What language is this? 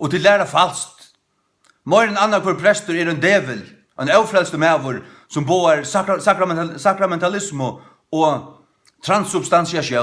Faroese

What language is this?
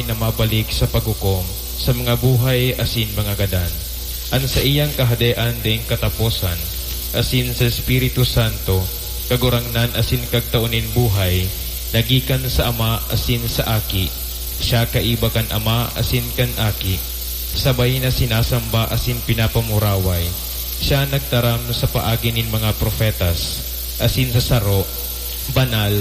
Bikol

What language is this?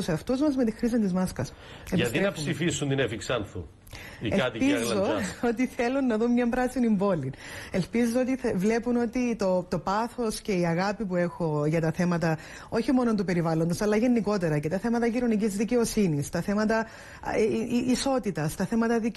Greek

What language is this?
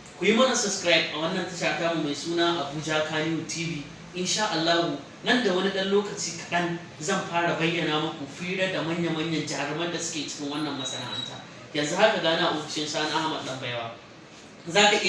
Hausa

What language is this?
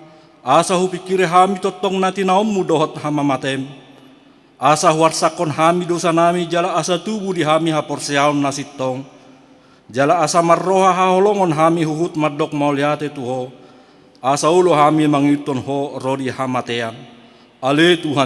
Batak Toba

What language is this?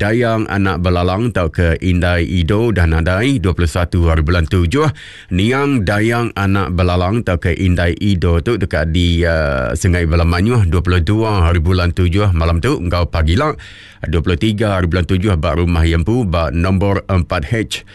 Iban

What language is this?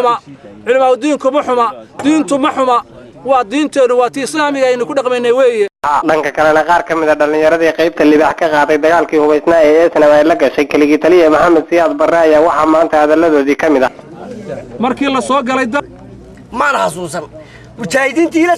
Somali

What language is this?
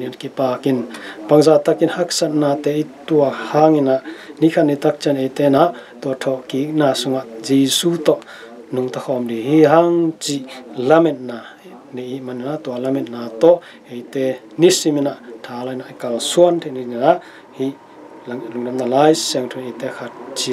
Tedim Chin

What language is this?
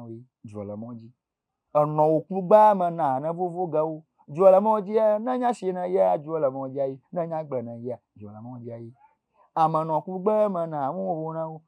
Ewe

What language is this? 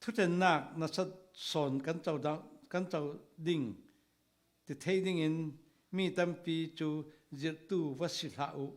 Falam Chin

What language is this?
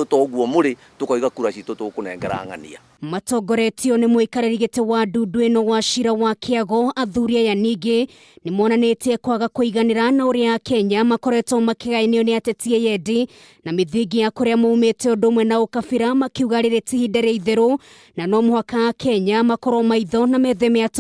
Kikuyu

